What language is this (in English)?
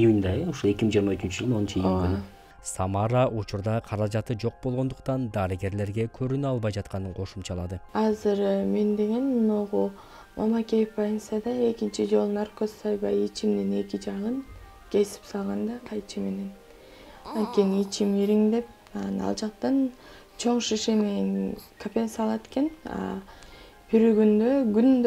Kyrgyz